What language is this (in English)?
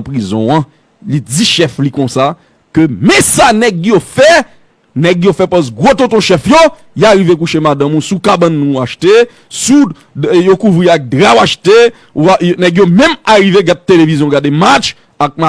Haitian Creole